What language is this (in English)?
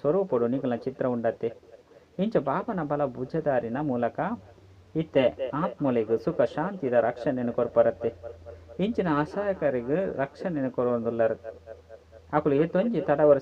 Tulu